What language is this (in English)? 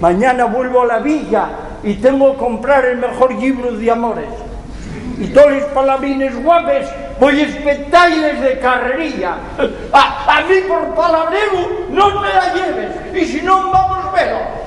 Asturian